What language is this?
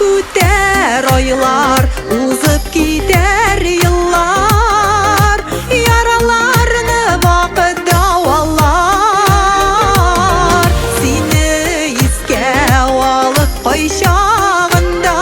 Tatar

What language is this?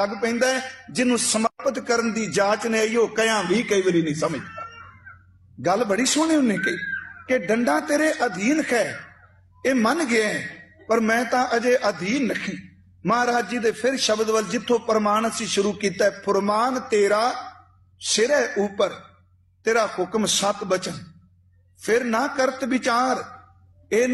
Punjabi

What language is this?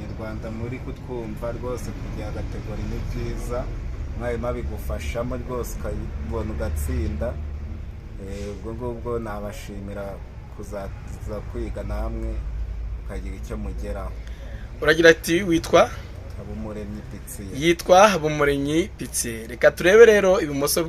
Kinyarwanda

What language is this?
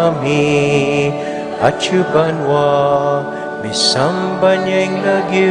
Pampanga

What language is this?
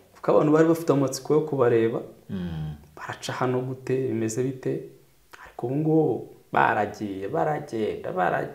Kinyarwanda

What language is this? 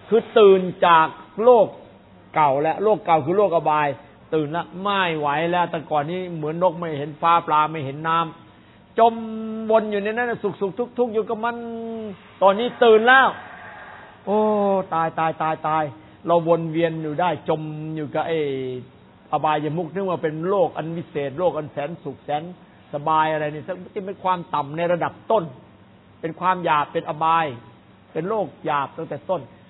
Thai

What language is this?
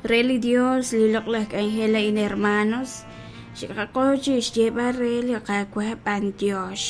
Kekchí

